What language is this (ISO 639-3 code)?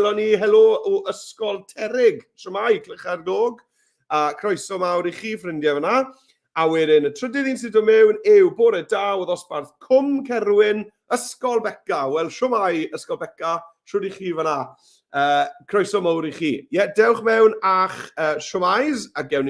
cym